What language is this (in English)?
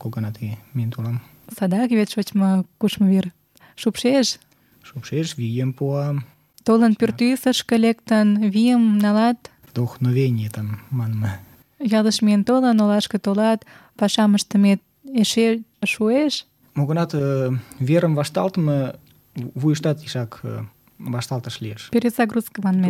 Mari